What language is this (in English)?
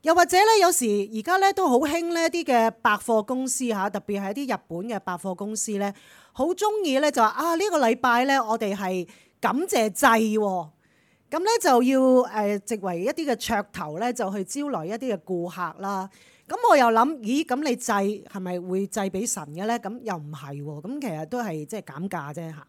Cantonese